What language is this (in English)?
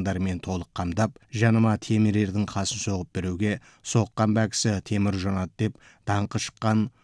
Kazakh